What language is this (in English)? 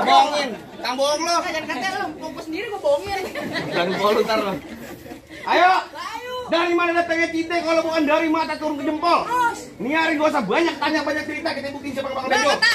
Betawi